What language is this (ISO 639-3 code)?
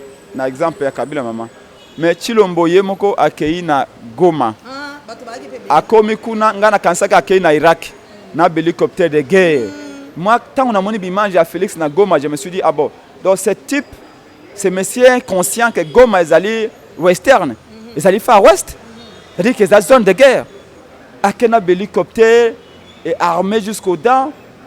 lin